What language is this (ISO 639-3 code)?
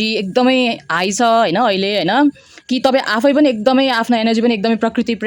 nep